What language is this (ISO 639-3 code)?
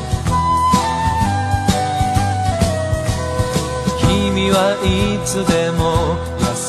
jpn